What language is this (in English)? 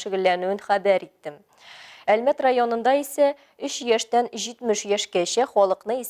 Tatar